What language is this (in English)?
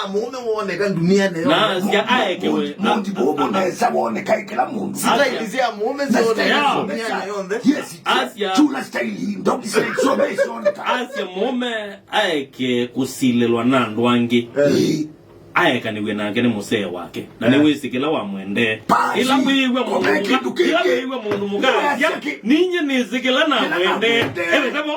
Kamba